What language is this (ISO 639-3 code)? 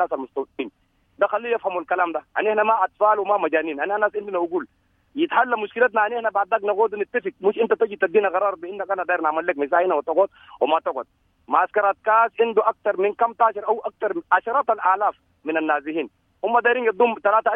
apd